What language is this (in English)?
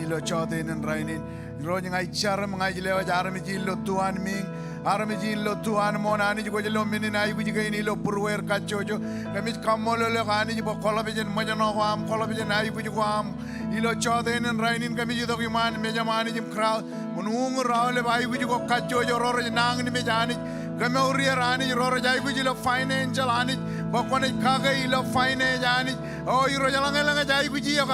Marshallese